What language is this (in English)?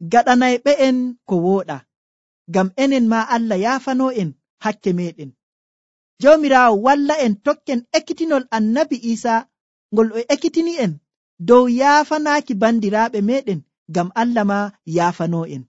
Nigerian Fulfulde